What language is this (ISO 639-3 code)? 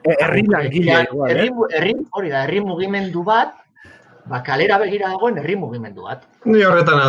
eus